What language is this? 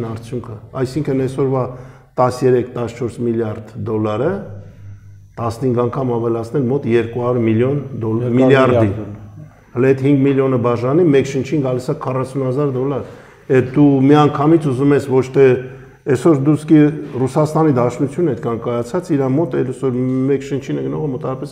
Armenian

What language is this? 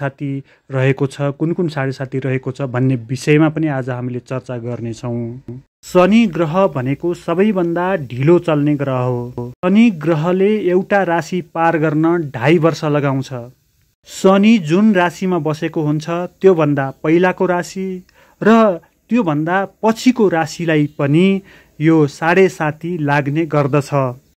Nepali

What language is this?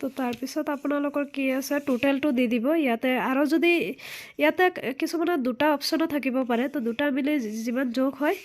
Assamese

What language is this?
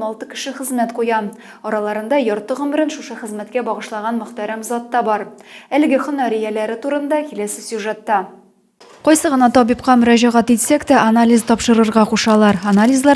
Tatar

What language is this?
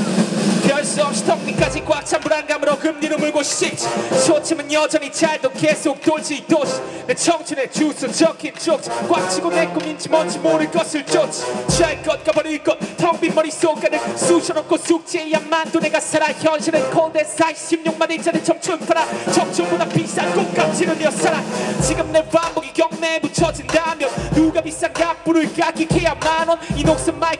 Korean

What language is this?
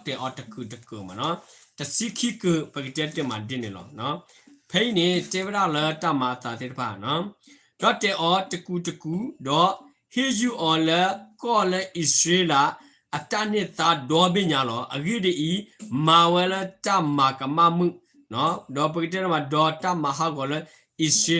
S'gaw Karen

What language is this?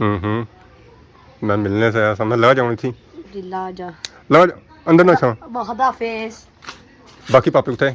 Pahari-Potwari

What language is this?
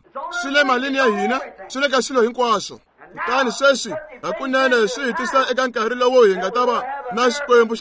Tsonga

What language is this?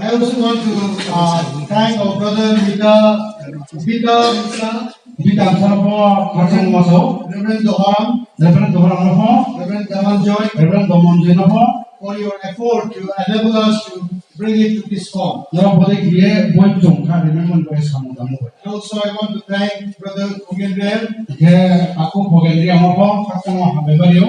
Riang (India)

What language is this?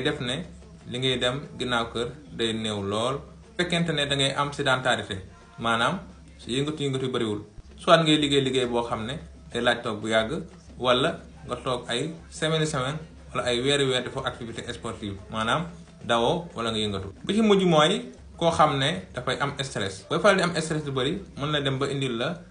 Wolof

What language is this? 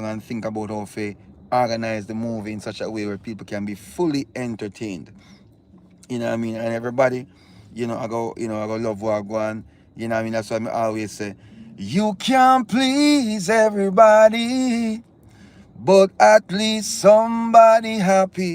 Jamaican Creole English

